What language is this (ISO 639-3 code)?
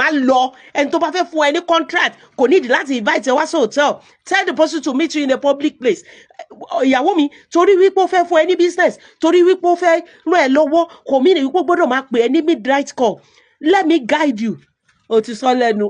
yor